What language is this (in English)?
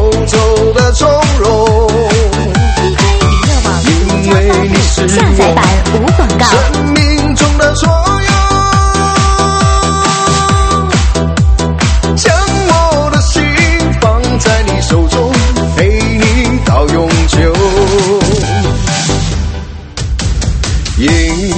Chinese